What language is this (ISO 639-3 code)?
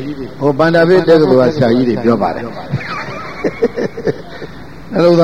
mya